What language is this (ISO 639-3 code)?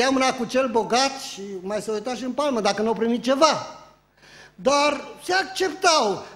ron